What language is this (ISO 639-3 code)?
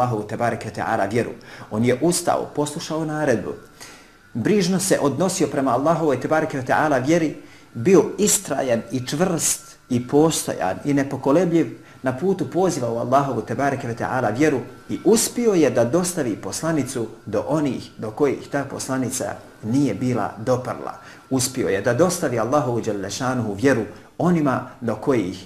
bos